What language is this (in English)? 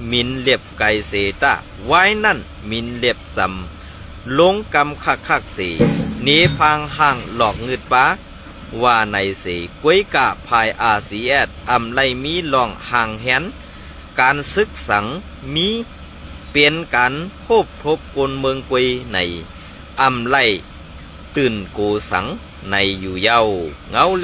Shan